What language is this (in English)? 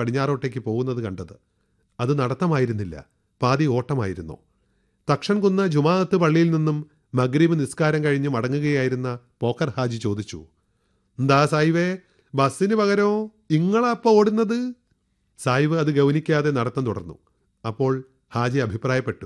Malayalam